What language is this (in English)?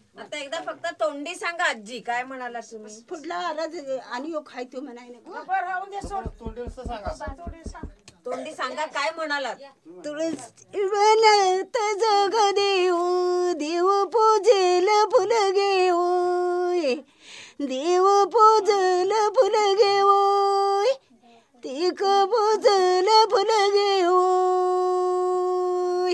Marathi